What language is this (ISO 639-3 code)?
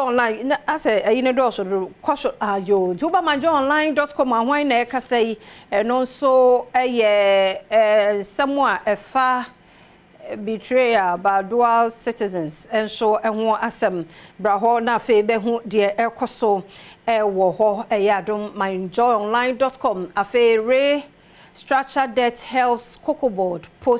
aka